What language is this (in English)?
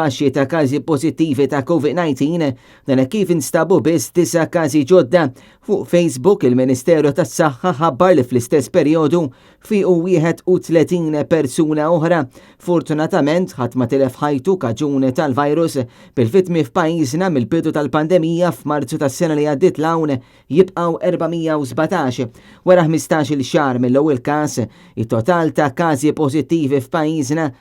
Maltese